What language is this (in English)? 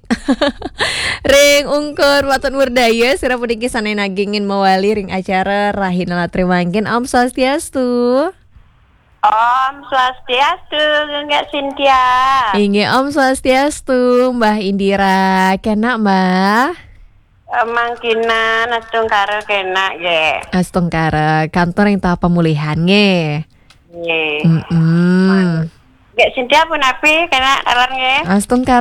Balinese